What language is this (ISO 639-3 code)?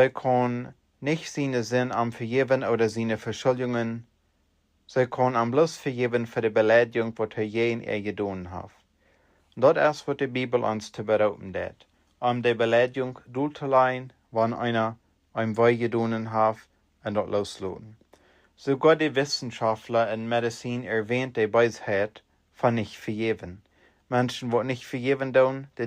pdt